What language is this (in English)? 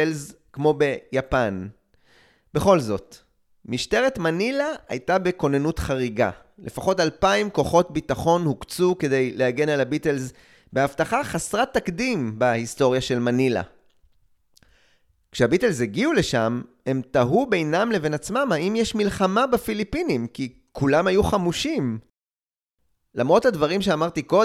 Hebrew